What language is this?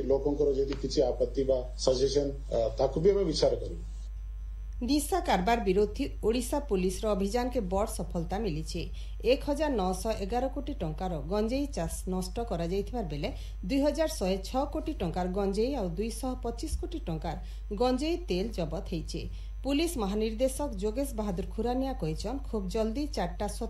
Odia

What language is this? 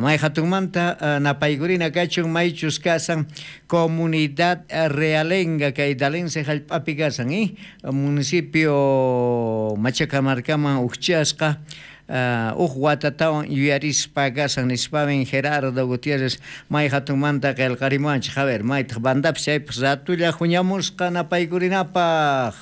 South Bolivian Quechua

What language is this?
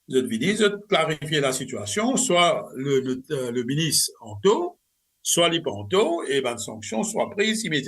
Morisyen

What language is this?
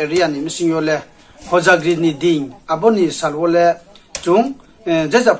Riang (India)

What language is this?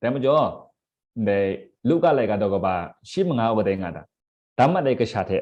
Kachin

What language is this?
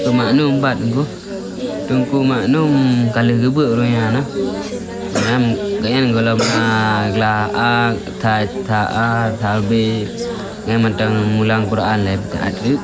Achinese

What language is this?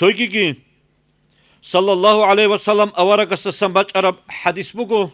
Avaric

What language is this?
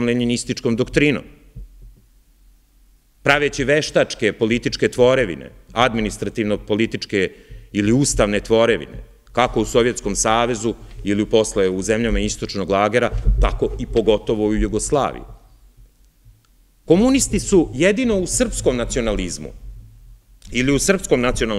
Serbian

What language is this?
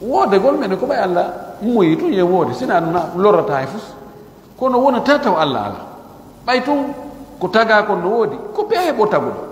Fula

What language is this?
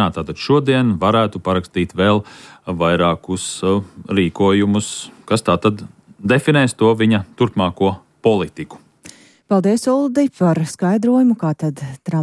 Latvian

